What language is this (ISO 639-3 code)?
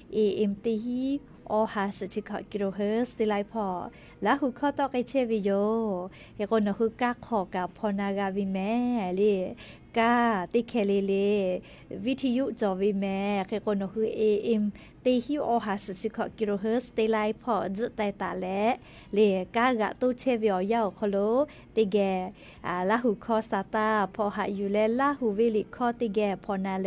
lhu